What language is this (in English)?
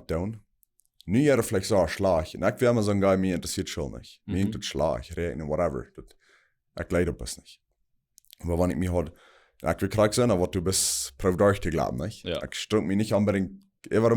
Plautdietsch